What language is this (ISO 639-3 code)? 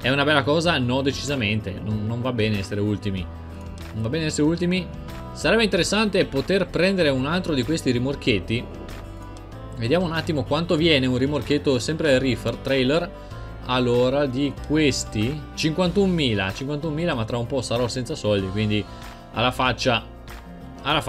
ita